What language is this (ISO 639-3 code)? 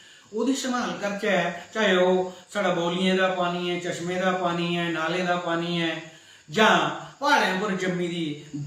doi